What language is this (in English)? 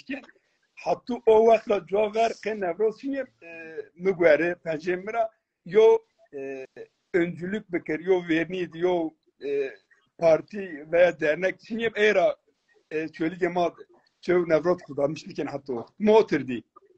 Zaza